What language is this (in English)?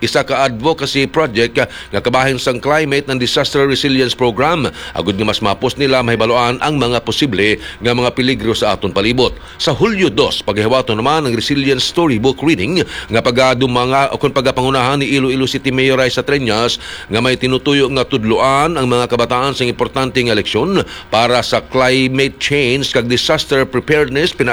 Hiligaynon